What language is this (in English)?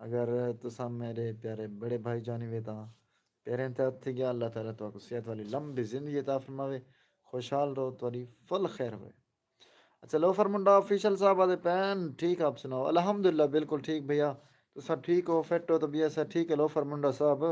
Saraiki